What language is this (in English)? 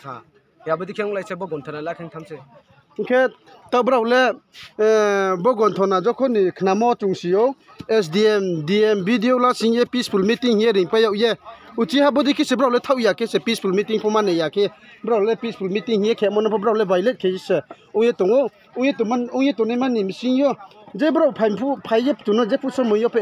Riang (India)